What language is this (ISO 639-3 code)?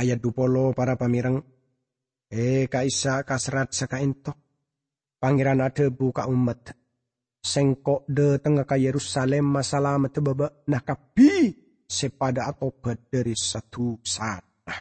mad